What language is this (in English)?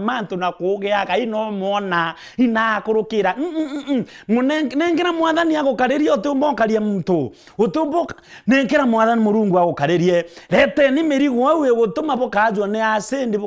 Meru